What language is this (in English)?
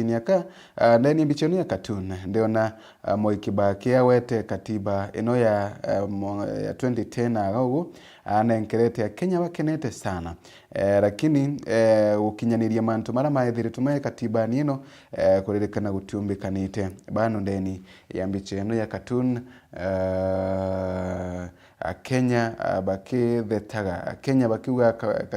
Meru